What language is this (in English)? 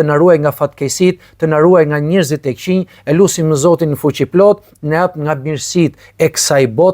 Albanian